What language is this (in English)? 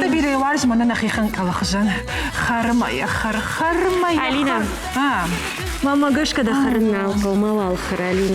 Ossetic